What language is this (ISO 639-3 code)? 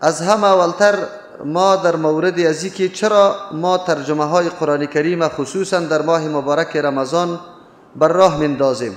fas